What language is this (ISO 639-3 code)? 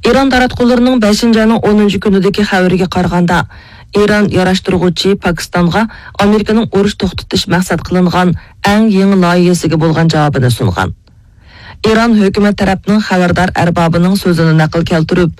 uig